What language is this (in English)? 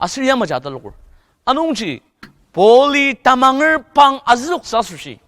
Ao Naga